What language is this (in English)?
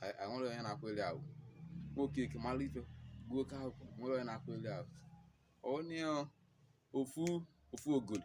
Igbo